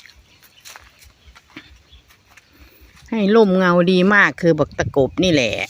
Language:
Lao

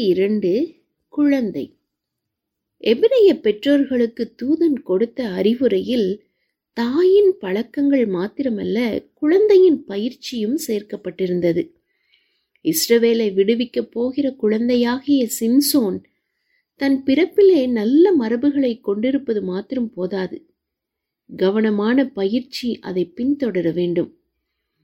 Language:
Tamil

